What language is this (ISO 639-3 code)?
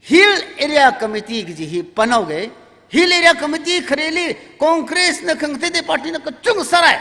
nmf